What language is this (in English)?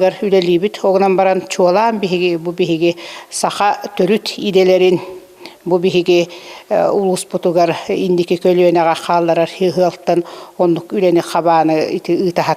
Yakut